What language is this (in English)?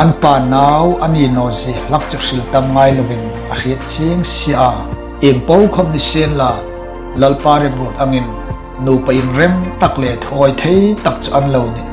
Hmar